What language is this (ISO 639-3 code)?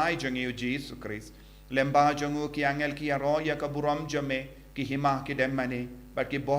kha